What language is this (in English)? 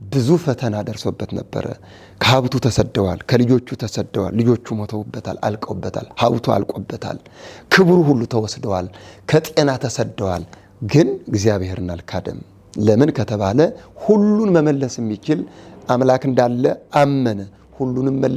Amharic